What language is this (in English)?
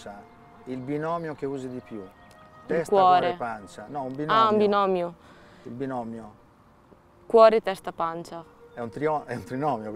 Italian